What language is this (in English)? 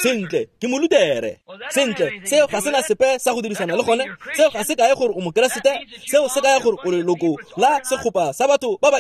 Tswana